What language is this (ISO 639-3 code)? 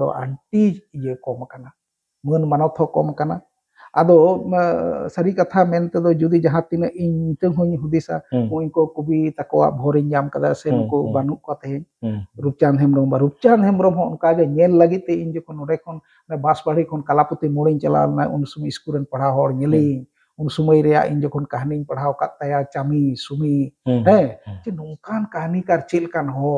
sat